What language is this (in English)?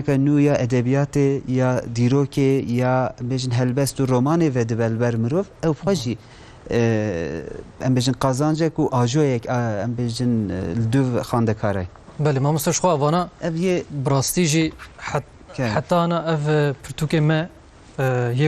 Kurdish